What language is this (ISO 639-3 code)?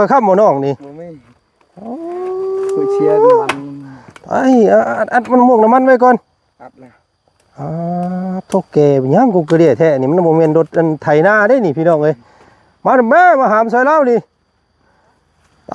lao